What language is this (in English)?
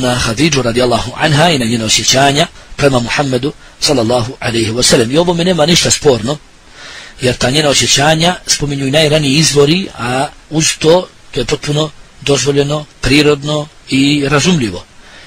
Bosnian